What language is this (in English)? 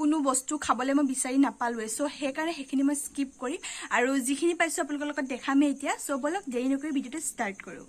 Assamese